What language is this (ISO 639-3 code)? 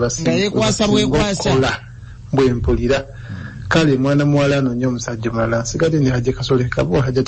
lug